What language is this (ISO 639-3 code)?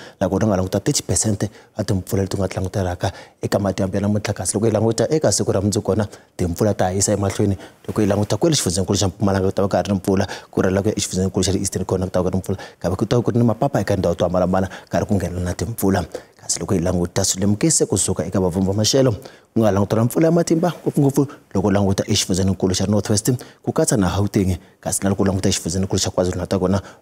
tso